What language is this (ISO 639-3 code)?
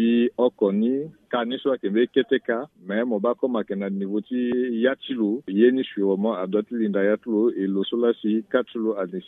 sag